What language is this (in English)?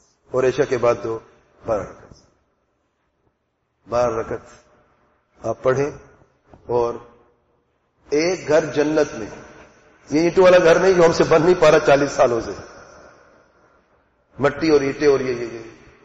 Urdu